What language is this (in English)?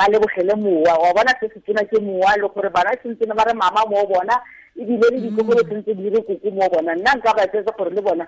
Tswana